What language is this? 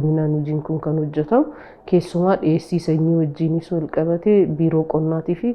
Oromo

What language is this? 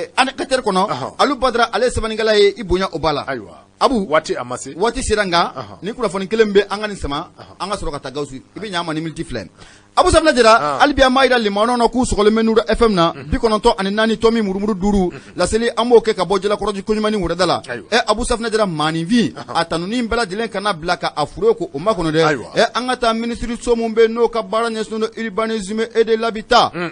Bambara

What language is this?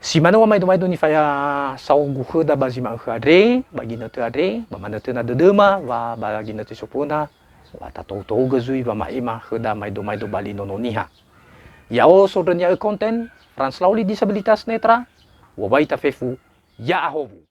Nias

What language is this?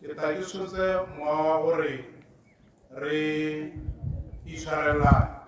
Tswana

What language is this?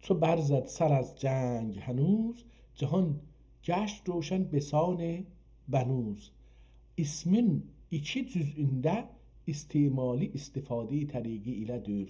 South Azerbaijani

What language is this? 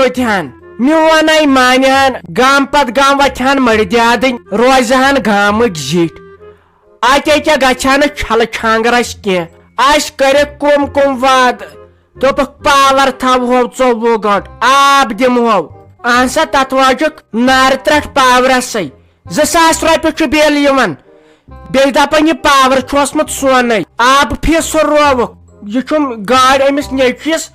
Kashmiri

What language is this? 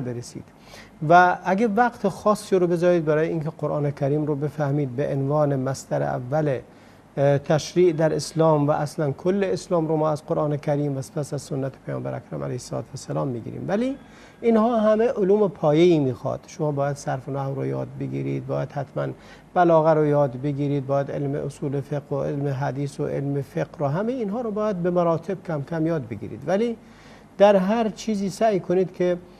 Persian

